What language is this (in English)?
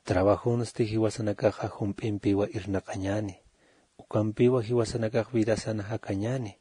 Aymara